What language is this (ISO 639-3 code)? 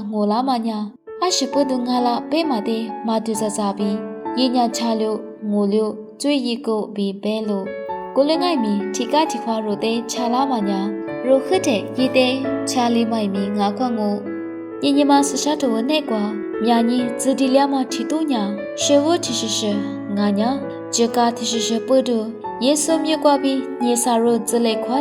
lis